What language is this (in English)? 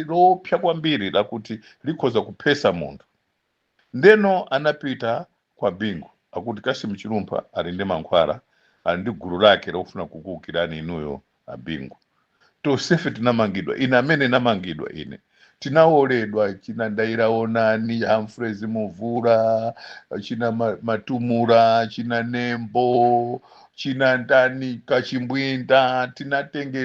Nyanja